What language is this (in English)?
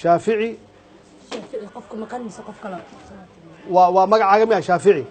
Somali